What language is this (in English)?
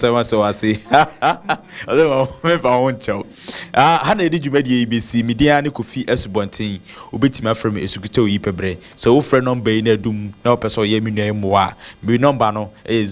Akan